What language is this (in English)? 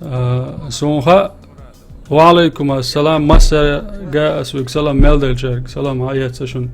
Chechen